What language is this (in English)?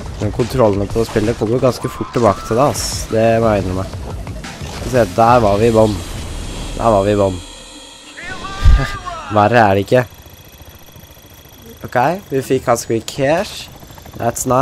Norwegian